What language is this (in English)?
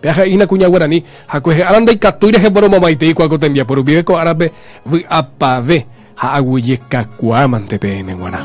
Guarani